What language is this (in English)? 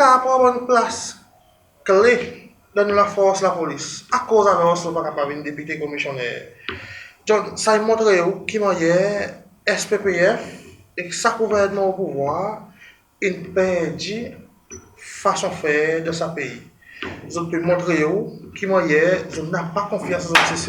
Seselwa Creole French